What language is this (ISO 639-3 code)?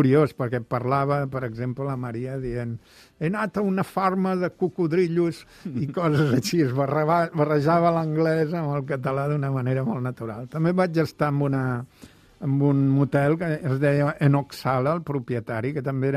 cat